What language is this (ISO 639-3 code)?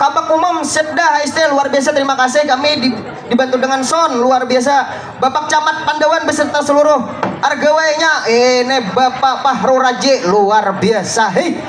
bjn